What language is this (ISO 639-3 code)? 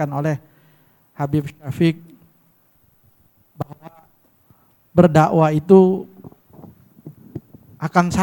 ind